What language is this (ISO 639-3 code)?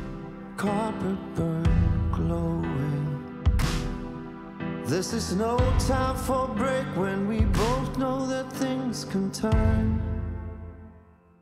eng